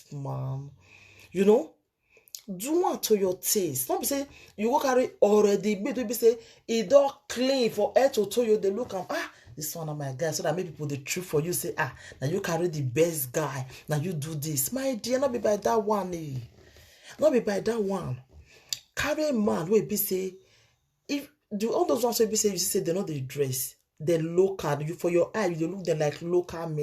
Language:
Nigerian Pidgin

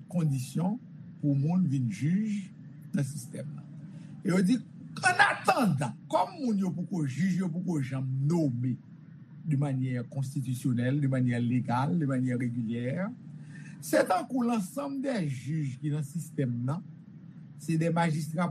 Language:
Haitian Creole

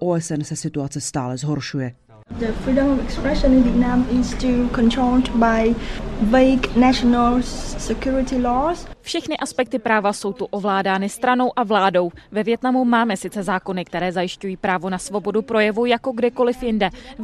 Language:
Czech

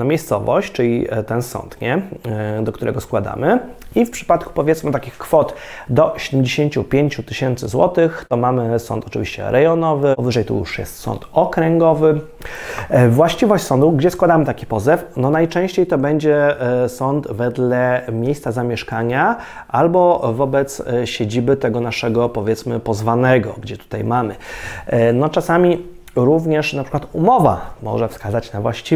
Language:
Polish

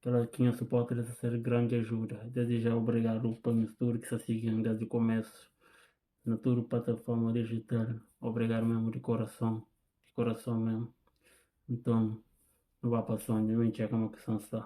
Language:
Kabuverdianu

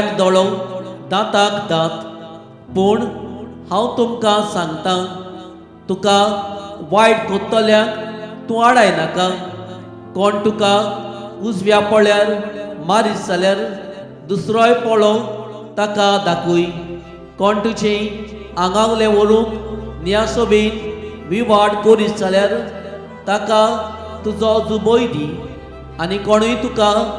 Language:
Konkani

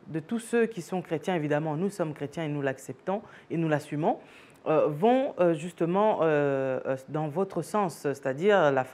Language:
French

